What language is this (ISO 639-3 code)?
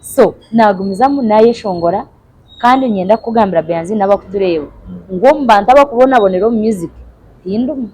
nyn